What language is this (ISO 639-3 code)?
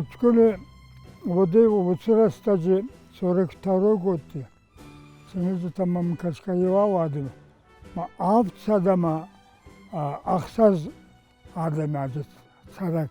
oss